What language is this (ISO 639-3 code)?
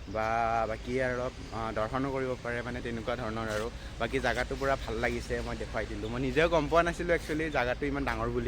asm